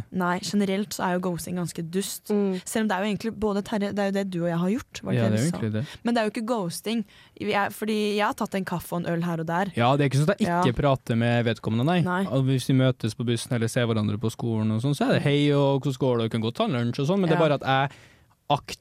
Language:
Norwegian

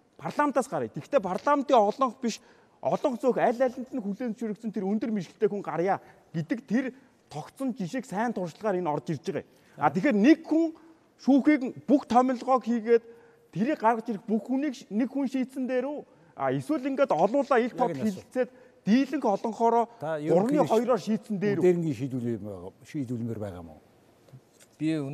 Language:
Mongolian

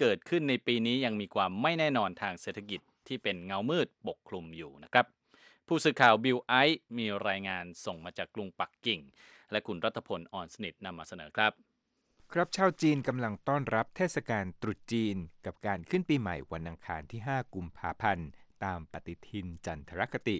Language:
Thai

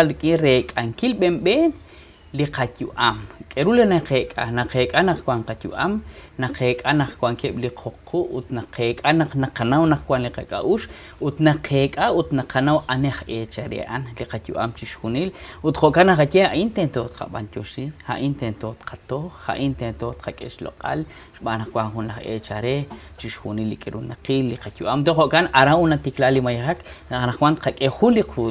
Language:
Kekchí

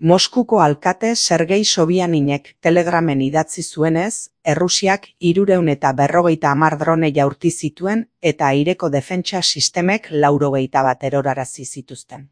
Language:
Basque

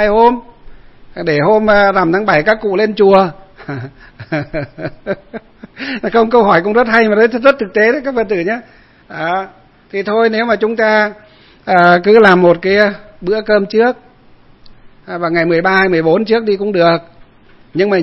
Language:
Vietnamese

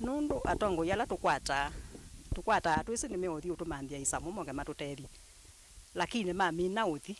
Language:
Kamba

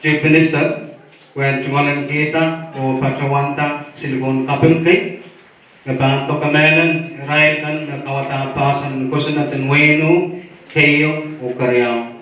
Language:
Pohnpeian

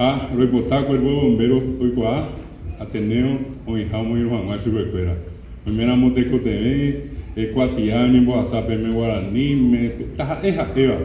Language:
Guarani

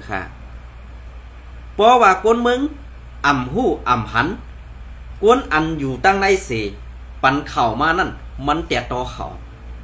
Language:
Shan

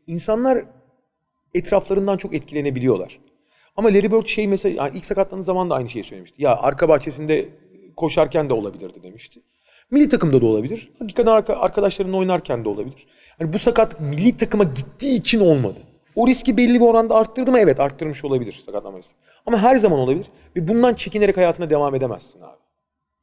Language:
Turkish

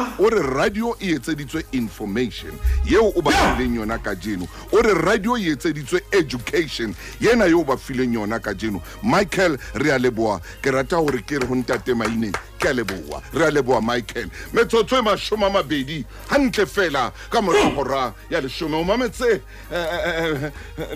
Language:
Southern Sotho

